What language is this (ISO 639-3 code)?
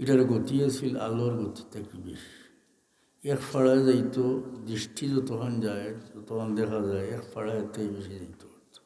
syl